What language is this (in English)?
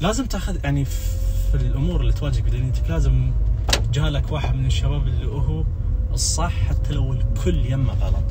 Najdi Arabic